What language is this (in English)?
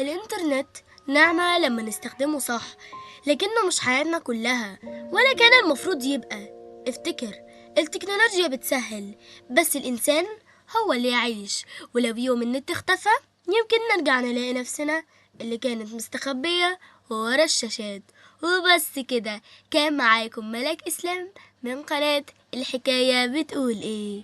Egyptian Arabic